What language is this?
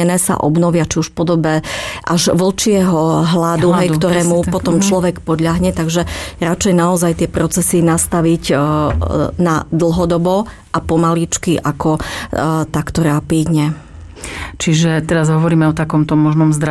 Slovak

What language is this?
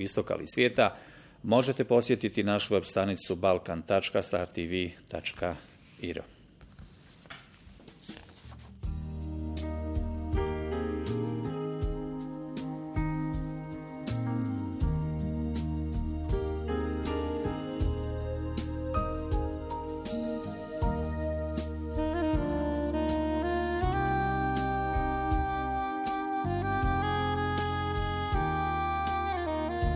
Bosnian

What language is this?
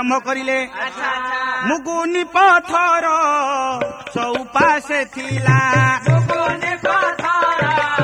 Odia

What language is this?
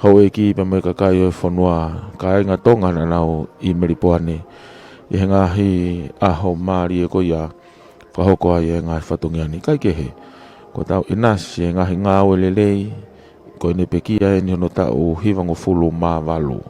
Tongan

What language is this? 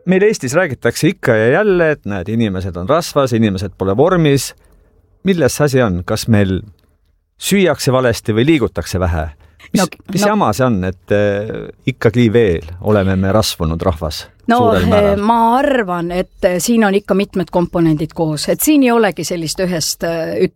Estonian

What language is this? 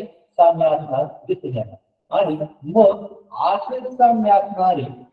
Marathi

